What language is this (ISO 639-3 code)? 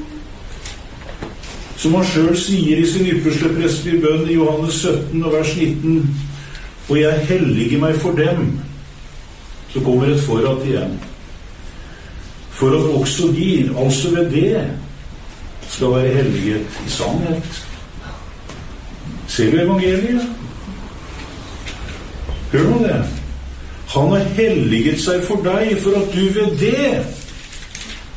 nor